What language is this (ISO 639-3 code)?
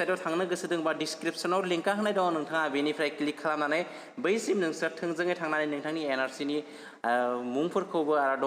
brx